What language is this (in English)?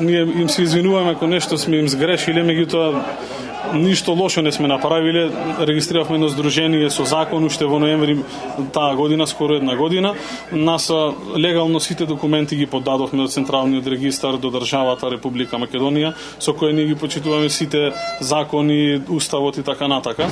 Macedonian